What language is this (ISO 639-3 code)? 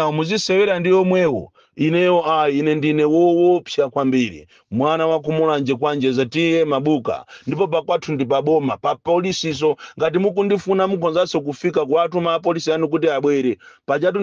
nya